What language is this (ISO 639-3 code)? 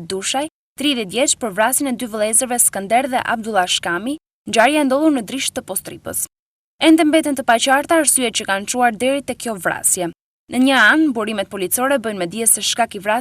sqi